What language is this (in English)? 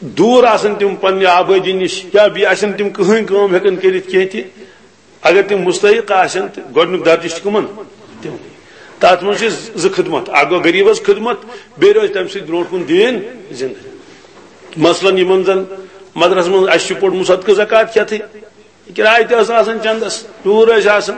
Kashmiri